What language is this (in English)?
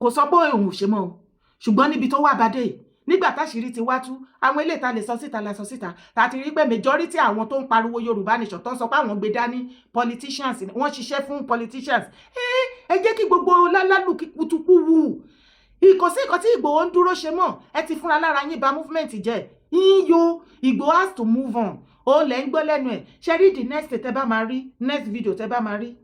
Yoruba